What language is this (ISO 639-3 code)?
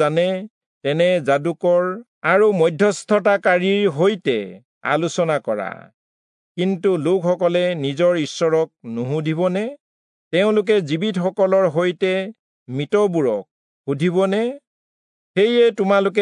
asm